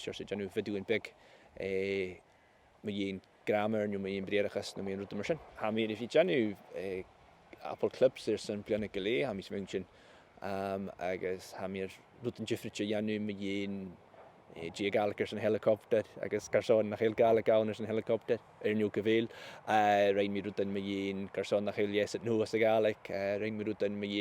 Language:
Scottish Gaelic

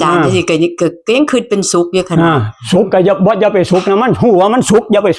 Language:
Northeastern Thai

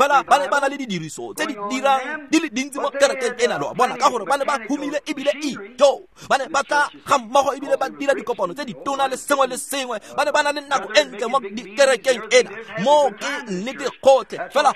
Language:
Tswana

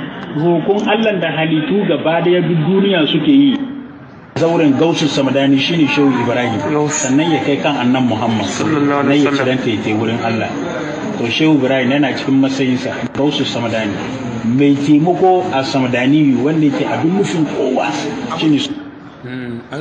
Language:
Hausa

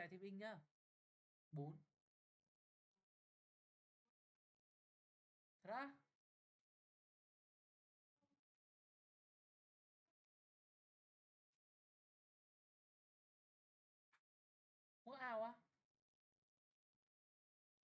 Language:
Vietnamese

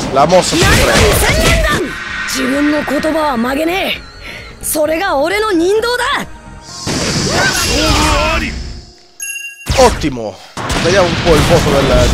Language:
Italian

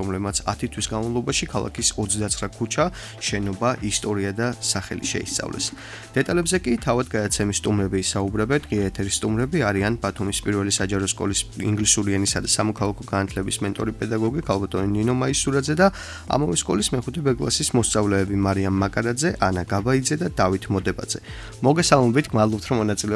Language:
Georgian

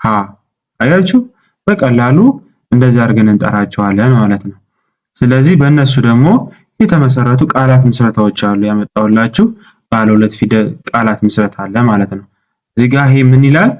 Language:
Amharic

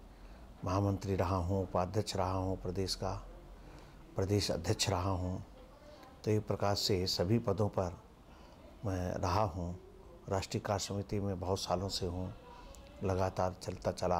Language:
Hindi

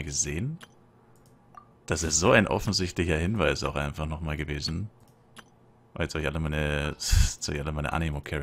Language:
German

